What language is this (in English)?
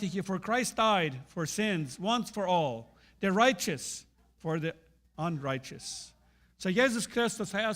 Plautdietsch